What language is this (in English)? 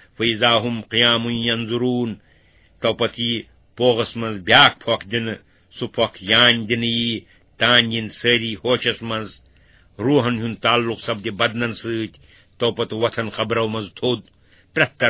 Kashmiri